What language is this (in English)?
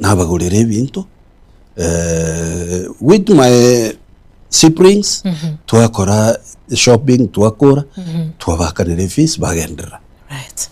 Gusii